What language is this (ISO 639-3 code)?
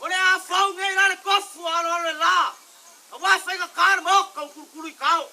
smo